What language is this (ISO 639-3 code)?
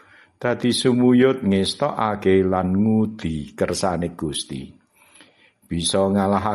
jav